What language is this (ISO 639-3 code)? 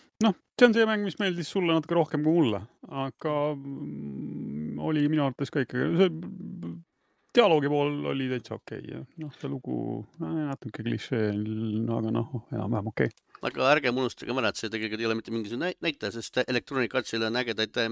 est